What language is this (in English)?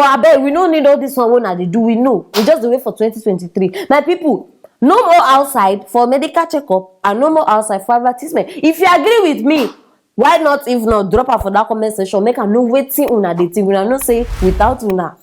Nigerian Pidgin